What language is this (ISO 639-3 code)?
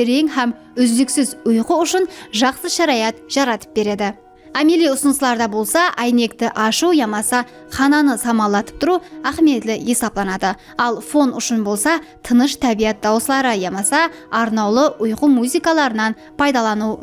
kaa